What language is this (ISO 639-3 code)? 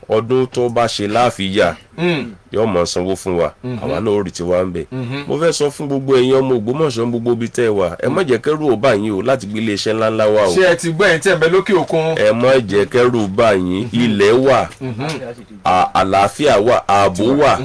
yor